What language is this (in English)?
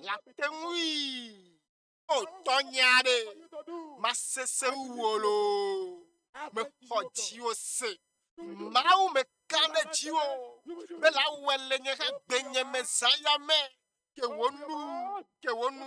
Ewe